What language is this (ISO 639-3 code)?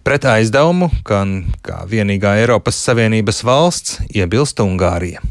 lav